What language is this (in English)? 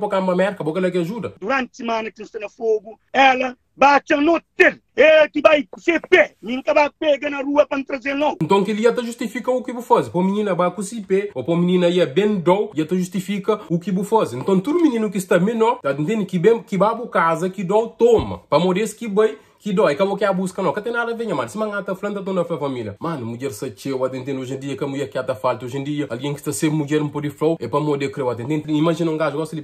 Kabuverdianu